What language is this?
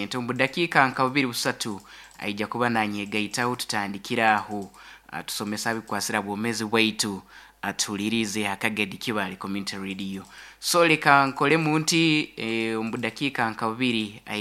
Nyoro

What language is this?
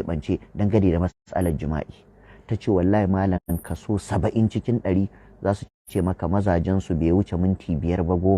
Hausa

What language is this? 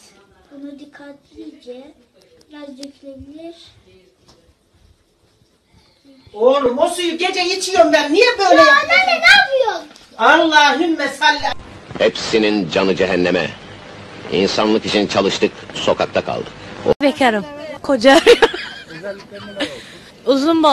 Turkish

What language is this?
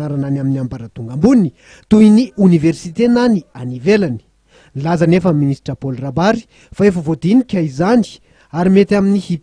Malagasy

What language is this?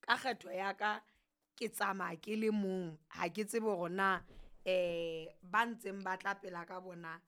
Southern Sotho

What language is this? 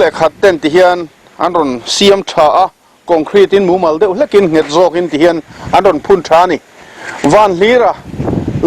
Mizo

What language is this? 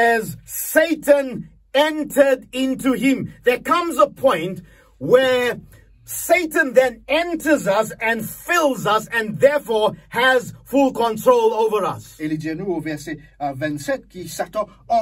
Morisyen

